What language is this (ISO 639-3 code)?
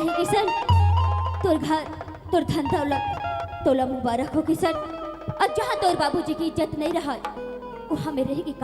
hne